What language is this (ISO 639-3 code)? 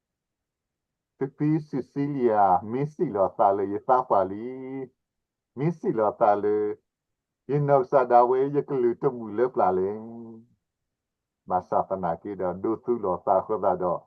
ksw